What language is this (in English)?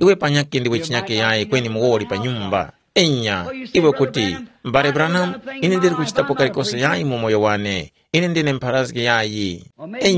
Tumbuka